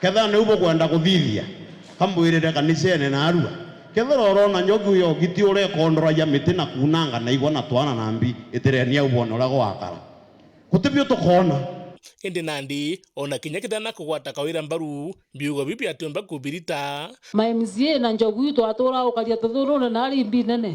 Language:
Meru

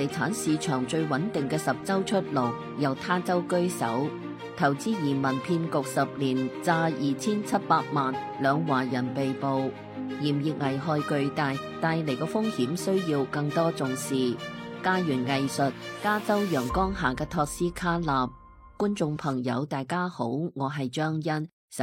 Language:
Cantonese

